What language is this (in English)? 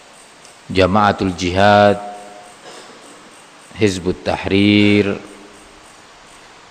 Indonesian